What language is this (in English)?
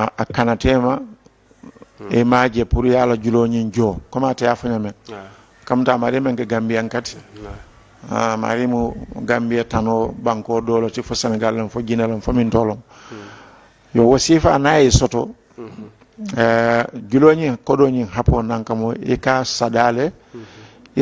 Mandingo